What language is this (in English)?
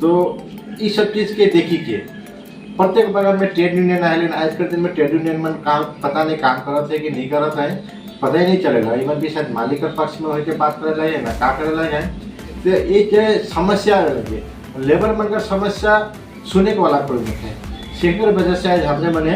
Sadri